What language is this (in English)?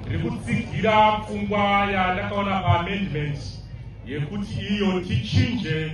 Shona